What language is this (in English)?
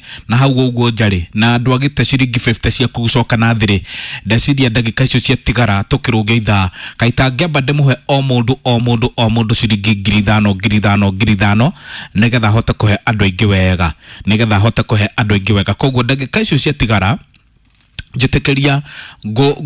Kikuyu